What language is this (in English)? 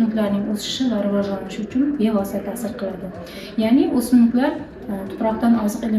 Uzbek